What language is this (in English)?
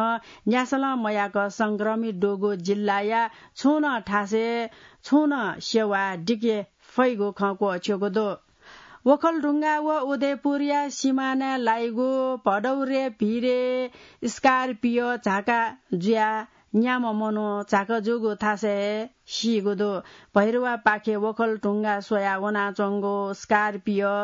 Newari